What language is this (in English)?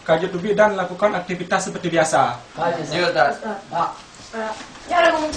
Achinese